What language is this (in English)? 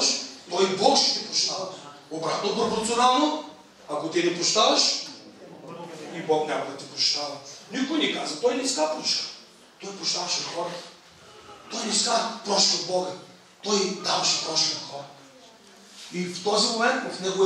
Bulgarian